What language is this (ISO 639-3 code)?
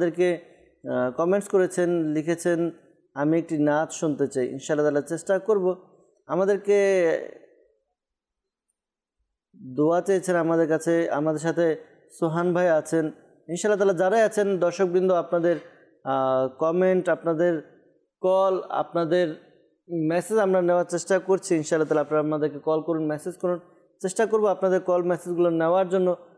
ben